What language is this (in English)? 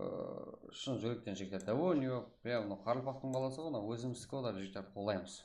Kara-Kalpak